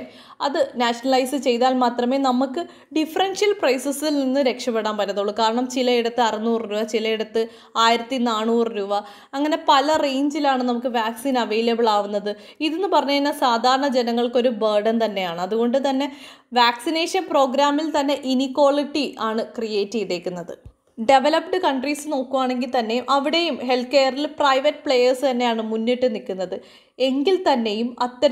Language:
Malayalam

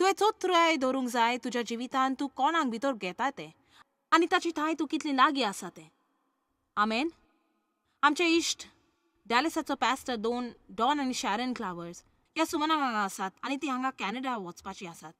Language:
Konkani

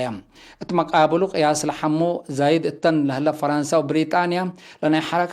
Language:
Tigre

